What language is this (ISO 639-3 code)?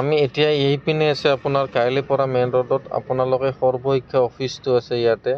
asm